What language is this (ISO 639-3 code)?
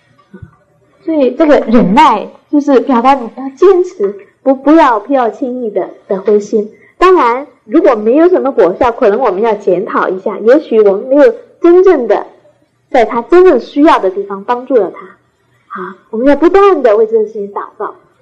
zho